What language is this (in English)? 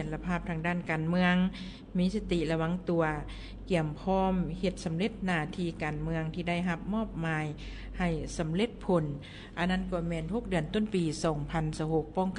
Lao